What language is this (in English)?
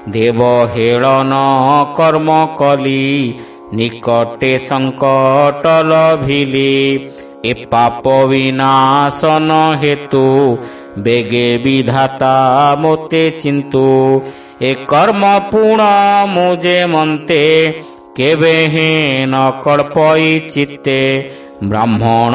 Odia